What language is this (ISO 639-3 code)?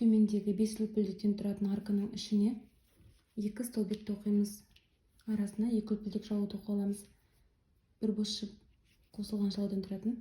kaz